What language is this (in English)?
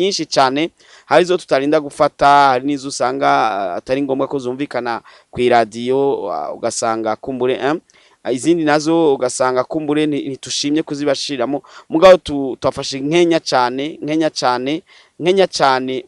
Rundi